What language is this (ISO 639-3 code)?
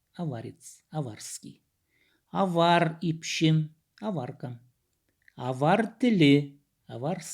kjh